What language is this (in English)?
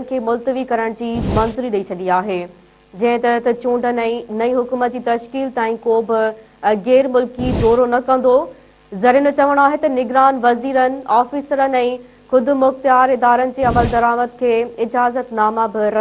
Sindhi